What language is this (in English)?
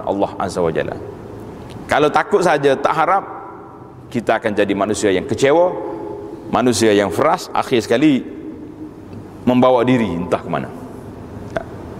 Malay